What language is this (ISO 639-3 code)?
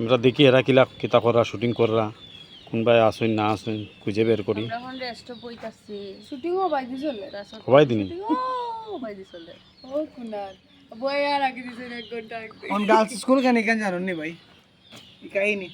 syl